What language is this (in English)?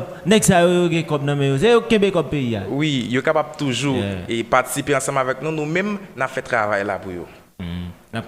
Haitian Creole